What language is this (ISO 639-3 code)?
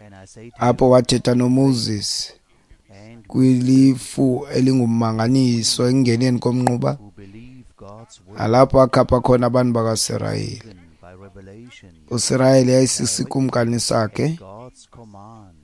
xho